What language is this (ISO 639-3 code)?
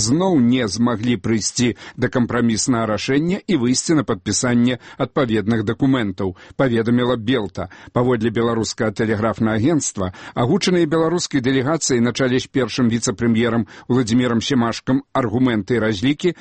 bel